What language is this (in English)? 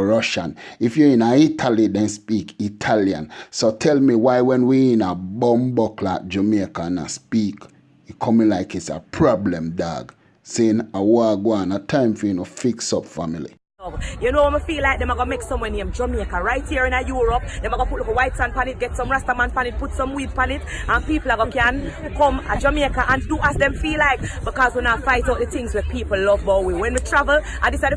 Jamaican Creole English